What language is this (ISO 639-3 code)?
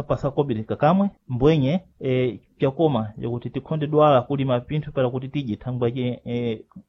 seh